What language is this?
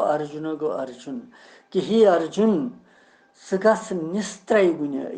Kashmiri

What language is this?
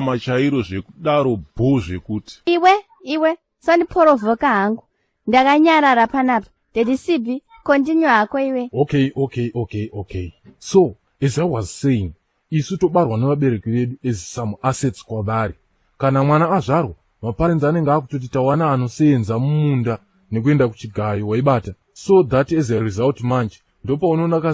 Shona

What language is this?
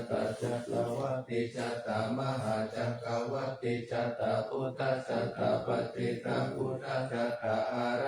Pali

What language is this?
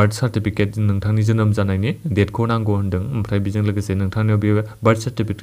Bodo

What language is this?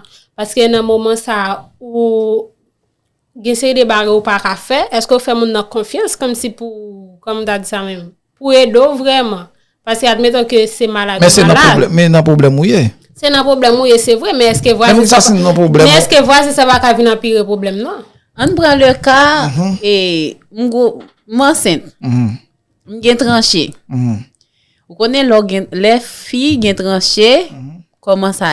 Haitian Creole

